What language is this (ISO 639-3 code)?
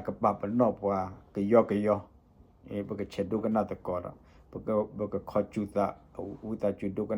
ksw